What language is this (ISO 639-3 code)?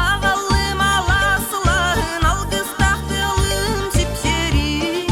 sah